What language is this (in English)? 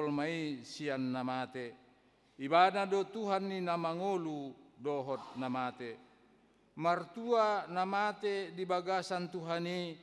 Batak Toba